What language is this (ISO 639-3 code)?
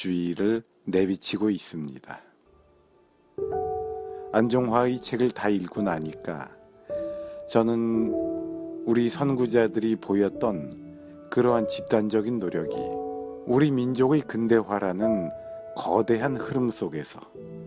kor